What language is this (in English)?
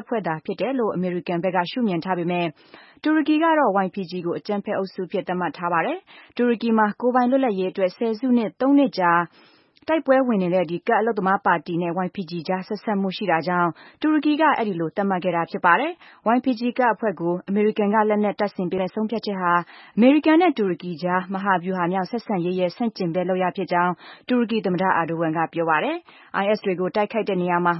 Burmese